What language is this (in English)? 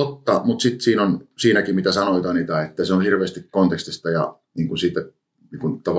Finnish